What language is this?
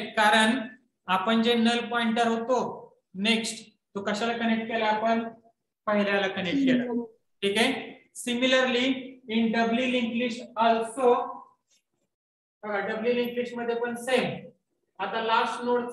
Marathi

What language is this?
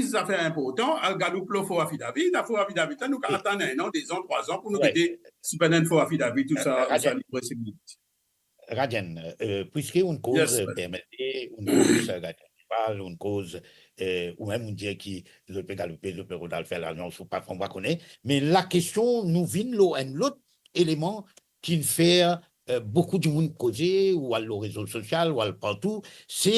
Morisyen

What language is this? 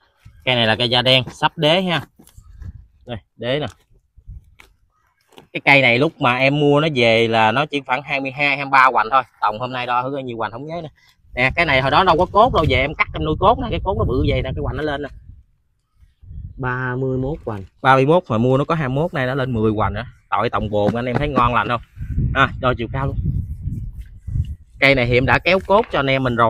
Vietnamese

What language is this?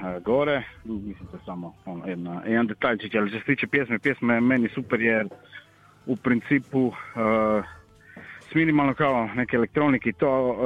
Croatian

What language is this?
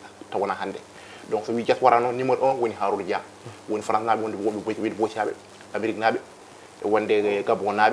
Fula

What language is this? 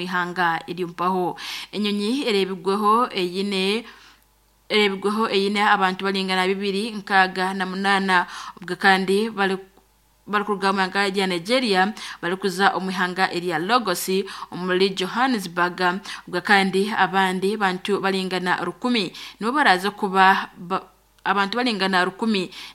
Nyankole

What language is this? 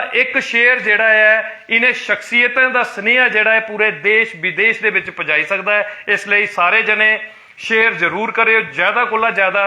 Dogri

